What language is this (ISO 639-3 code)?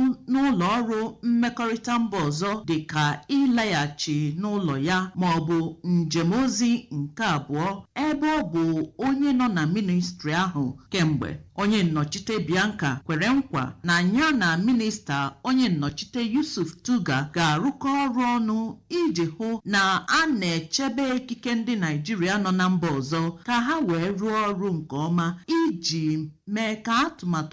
ibo